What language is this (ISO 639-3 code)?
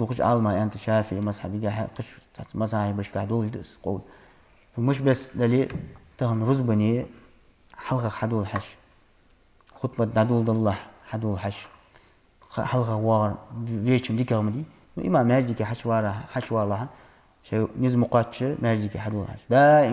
inh